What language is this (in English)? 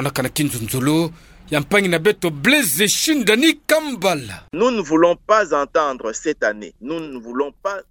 Kituba (Democratic Republic of Congo)